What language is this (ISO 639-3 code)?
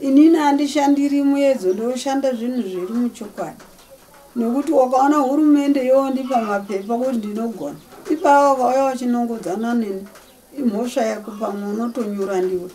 sna